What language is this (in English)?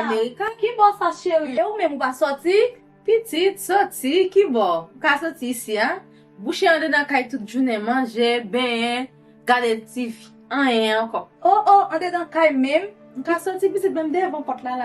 Haitian Creole